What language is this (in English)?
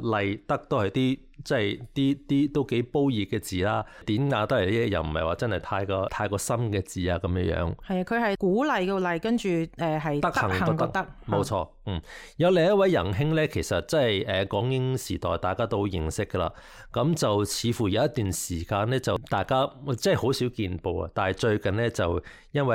Cantonese